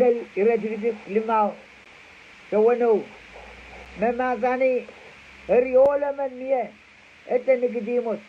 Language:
Pohnpeian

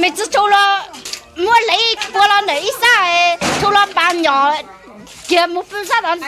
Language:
Hmong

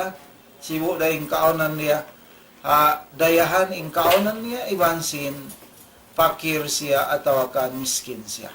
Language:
Tausug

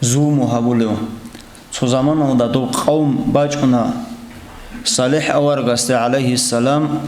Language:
Avaric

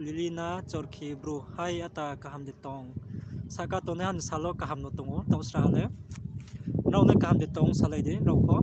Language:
Riang (India)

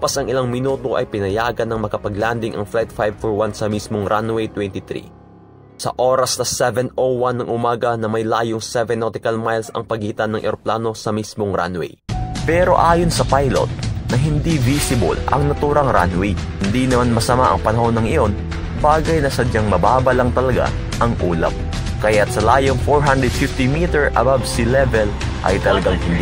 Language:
Filipino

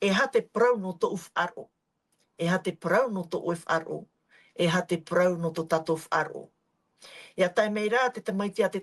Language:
Tahitian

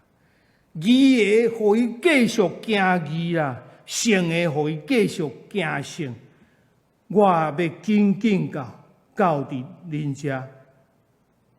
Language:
Min Nan Chinese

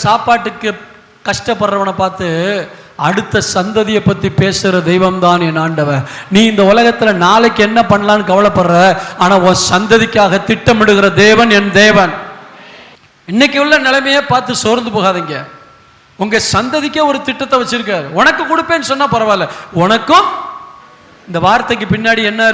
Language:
Tamil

